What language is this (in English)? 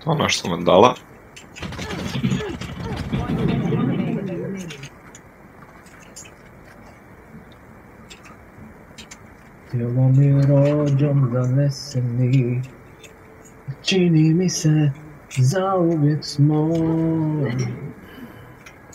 Croatian